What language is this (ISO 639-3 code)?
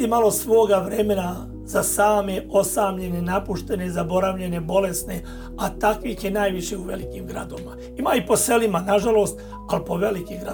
hrv